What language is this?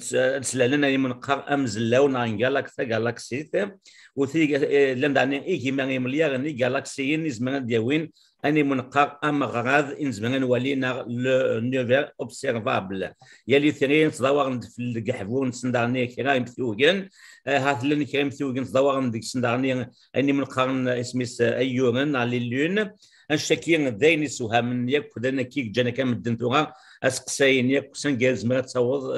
Kabyle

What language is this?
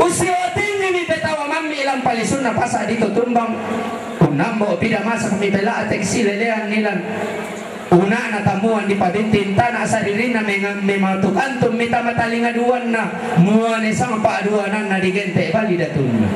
Toraja-Sa'dan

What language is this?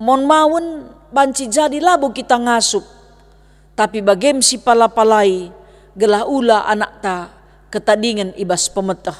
Batak Karo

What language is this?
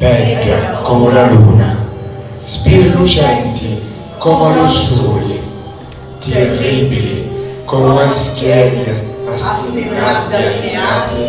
Sicilian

